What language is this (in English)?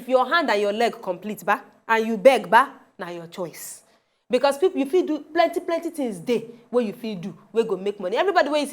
Nigerian Pidgin